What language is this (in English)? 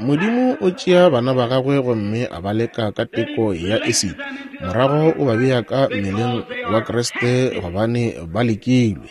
Northern Sotho